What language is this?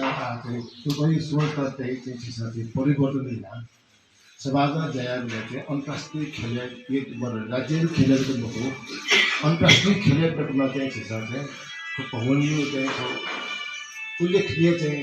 Newari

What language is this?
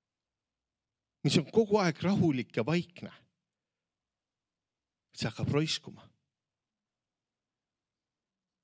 Estonian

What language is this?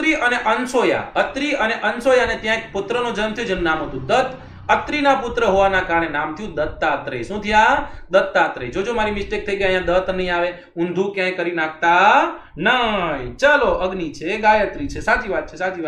Gujarati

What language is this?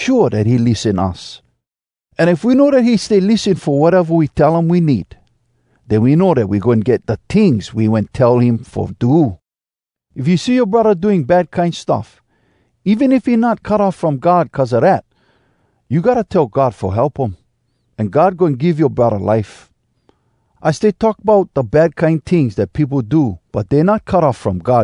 Hawai'i Creole English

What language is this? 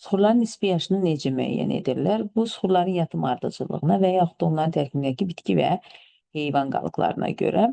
Azerbaijani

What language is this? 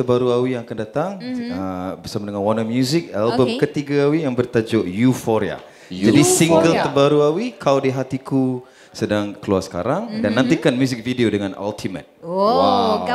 Malay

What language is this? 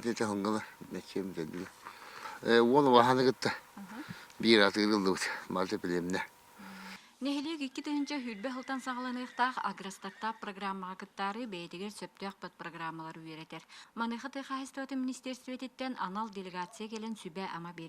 Yakut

